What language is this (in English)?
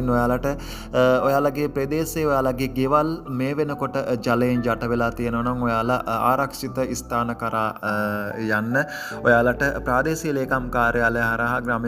Sinhala